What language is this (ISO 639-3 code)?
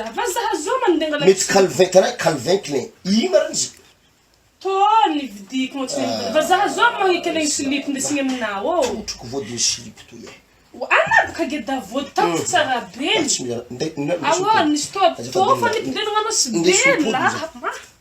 mlg